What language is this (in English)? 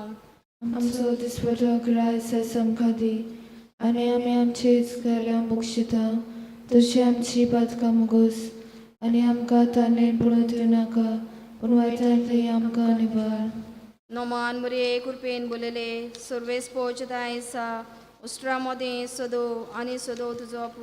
Konkani